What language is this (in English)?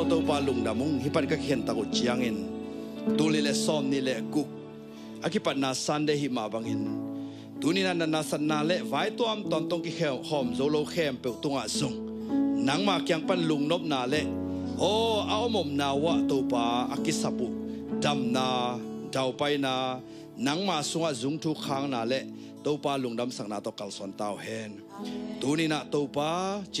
Tedim Chin